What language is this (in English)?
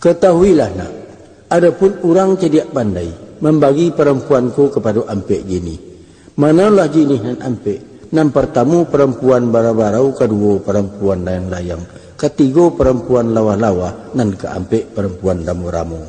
Minangkabau